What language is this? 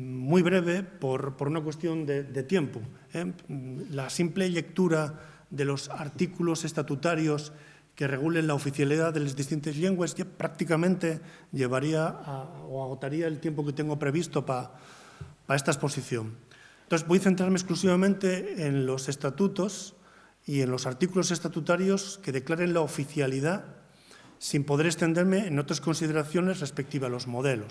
Asturian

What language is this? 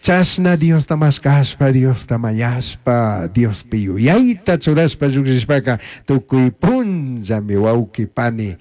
Chimborazo Highland Quichua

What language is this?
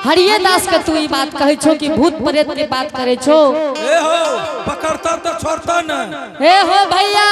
Angika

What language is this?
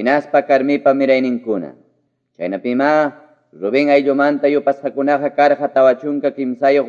Ayacucho Quechua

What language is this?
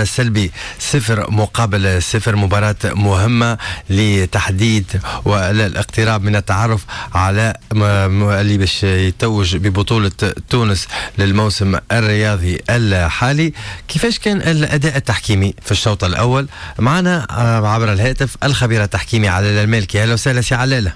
Tunisian Arabic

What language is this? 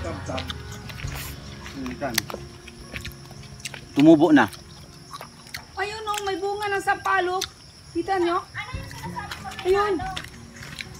Filipino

